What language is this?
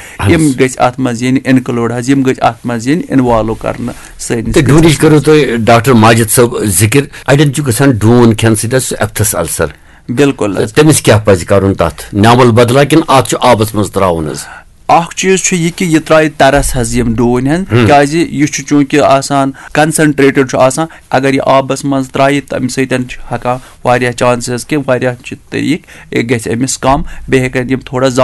Kashmiri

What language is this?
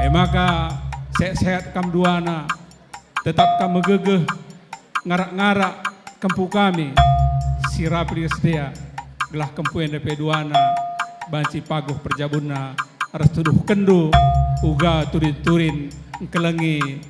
Batak Karo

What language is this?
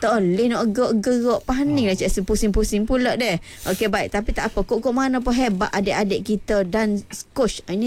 Malay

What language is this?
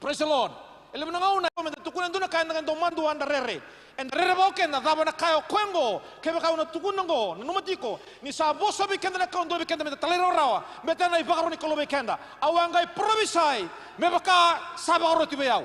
Fijian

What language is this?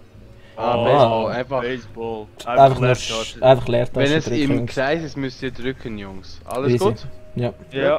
Swiss German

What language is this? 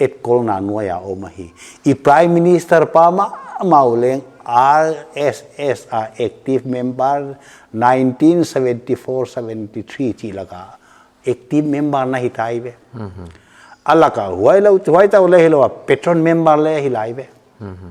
Paite Chin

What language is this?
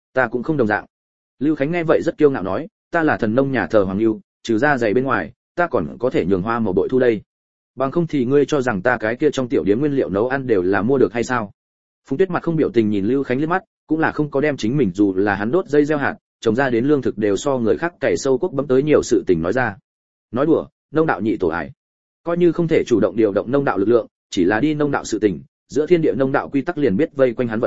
Vietnamese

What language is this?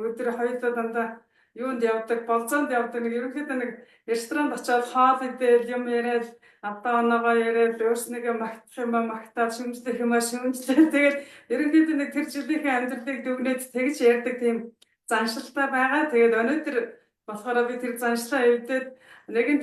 Mongolian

